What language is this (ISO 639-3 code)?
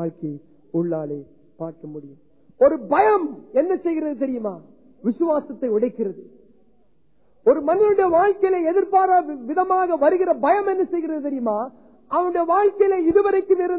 tam